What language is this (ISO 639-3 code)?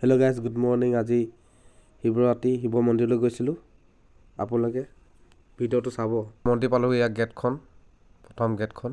asm